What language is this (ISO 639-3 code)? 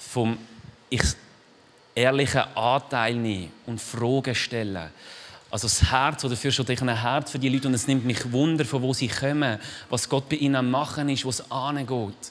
gsw